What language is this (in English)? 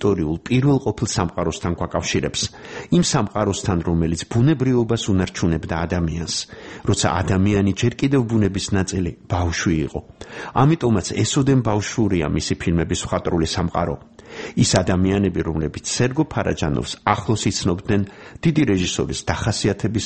Georgian